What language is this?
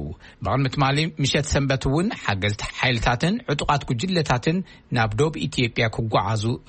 Tigrinya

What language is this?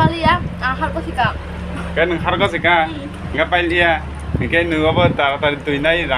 Kok Borok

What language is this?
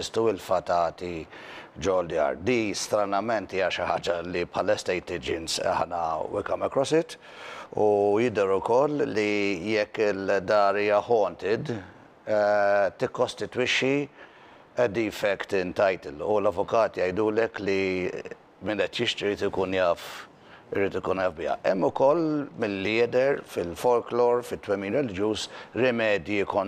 Maltese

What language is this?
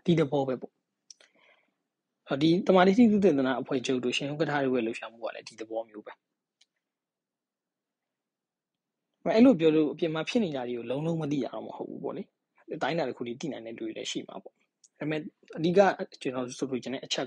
Burmese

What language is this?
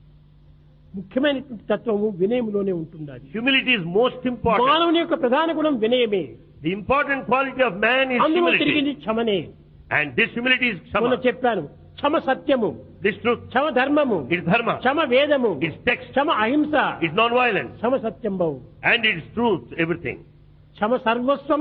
Telugu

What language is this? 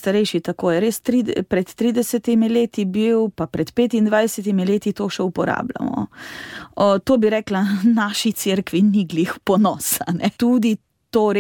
Slovenian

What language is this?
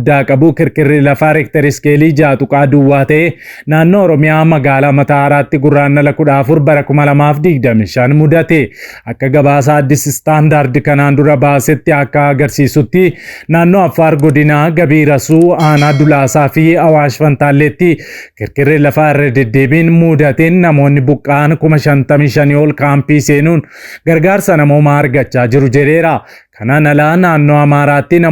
Oromo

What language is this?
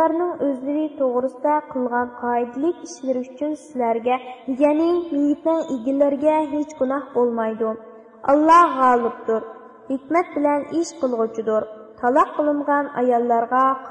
Uyghur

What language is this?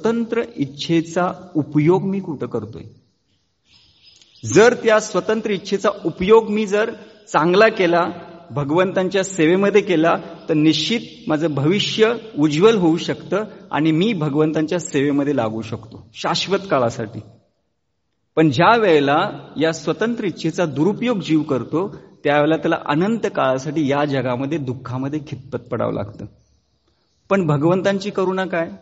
Marathi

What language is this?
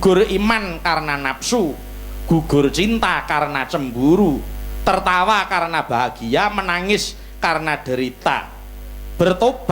Javanese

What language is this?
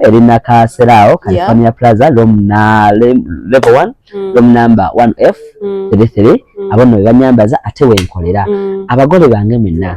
Ganda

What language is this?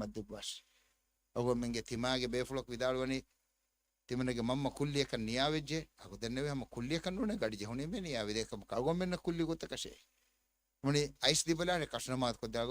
Divehi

